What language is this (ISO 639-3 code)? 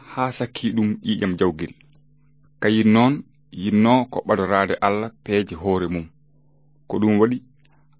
ful